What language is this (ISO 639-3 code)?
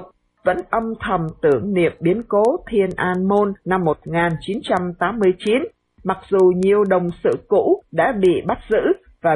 vie